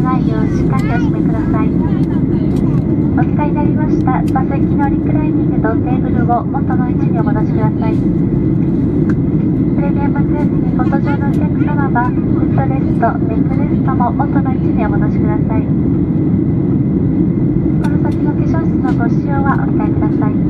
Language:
Japanese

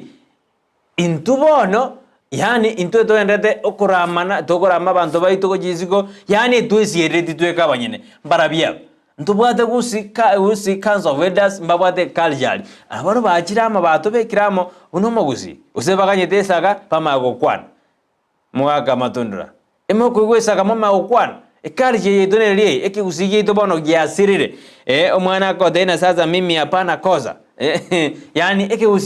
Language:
Gusii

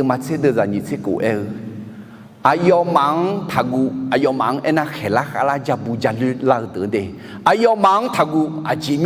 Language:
Akha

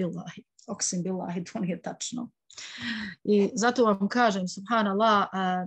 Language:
Bosnian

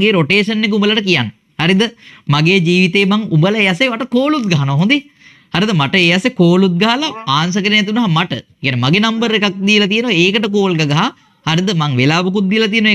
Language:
Sinhala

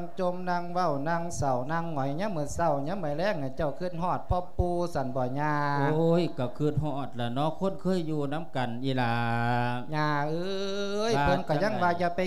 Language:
Lao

